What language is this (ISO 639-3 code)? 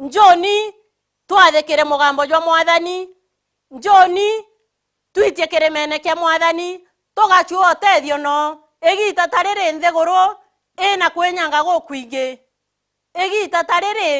mer